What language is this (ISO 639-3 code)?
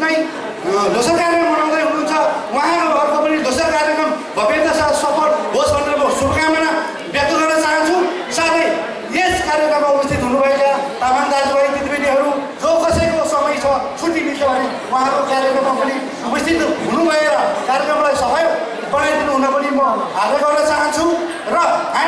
nep